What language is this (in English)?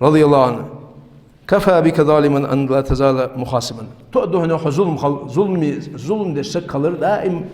Ingush